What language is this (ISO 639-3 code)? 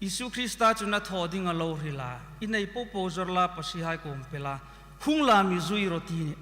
hmr